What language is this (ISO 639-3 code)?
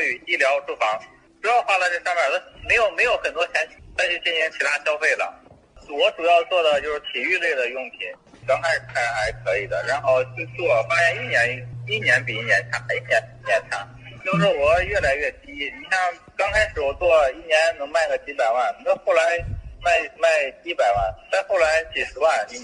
zho